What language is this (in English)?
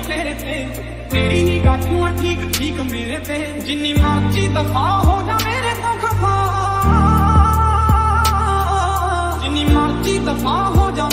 Punjabi